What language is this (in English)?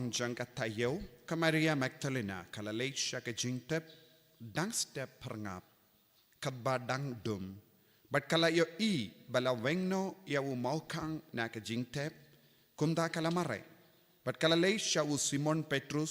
Khasi